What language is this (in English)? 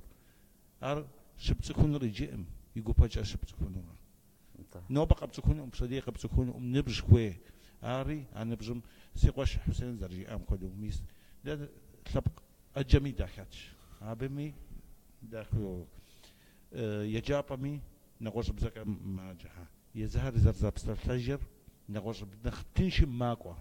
Kabardian